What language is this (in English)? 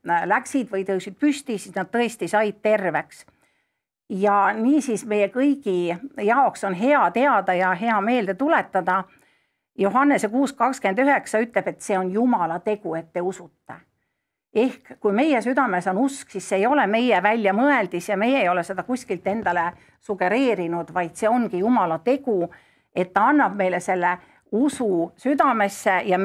Estonian